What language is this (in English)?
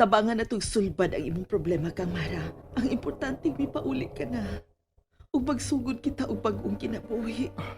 Cebuano